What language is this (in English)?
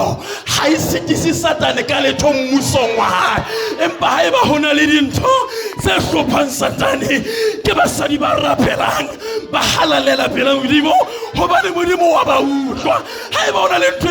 Southern Sotho